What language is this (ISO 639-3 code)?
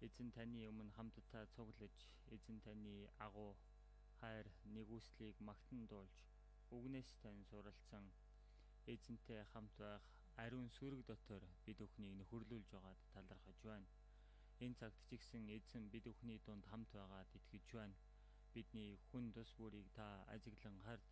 mon